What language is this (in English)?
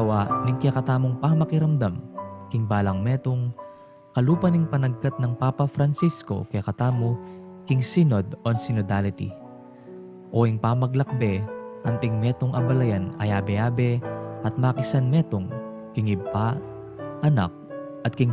Pampanga